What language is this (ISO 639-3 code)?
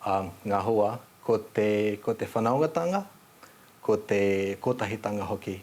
mri